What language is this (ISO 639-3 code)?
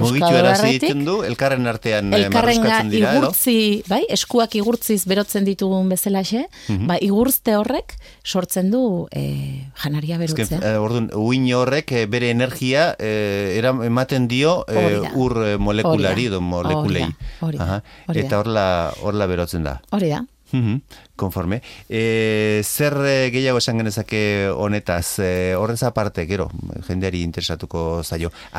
eus